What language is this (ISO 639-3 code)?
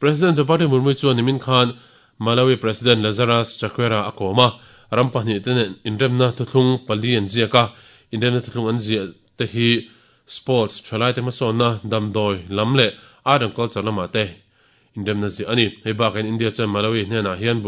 lus